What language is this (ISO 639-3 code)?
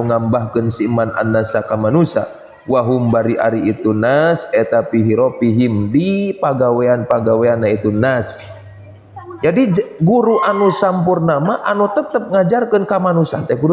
sun